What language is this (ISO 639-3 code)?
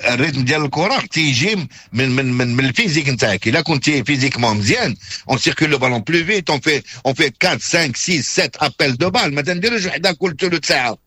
ary